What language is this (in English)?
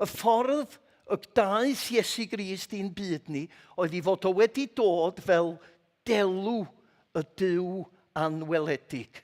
Welsh